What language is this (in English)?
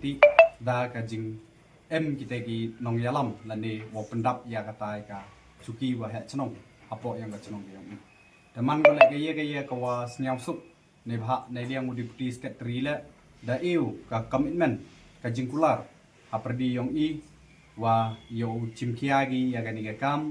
Pnar